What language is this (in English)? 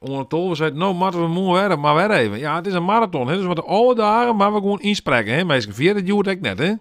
Western Frisian